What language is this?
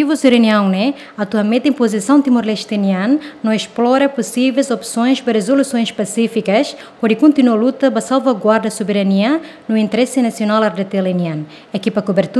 Tetum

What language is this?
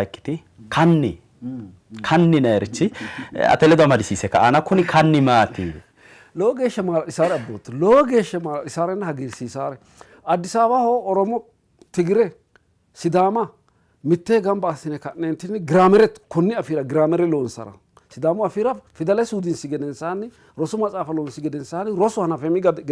Sidamo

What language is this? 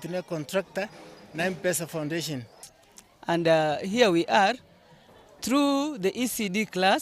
Gusii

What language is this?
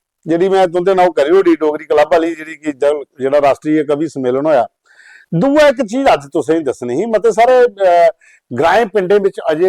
Dogri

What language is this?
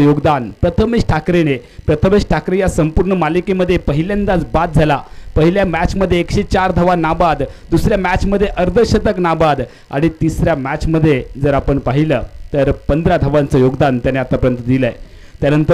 Marathi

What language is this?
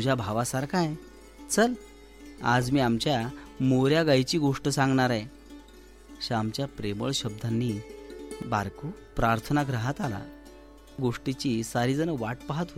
Marathi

